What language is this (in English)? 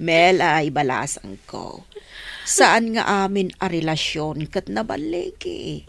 Iloko